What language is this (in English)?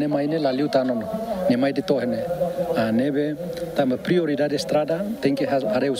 Tetum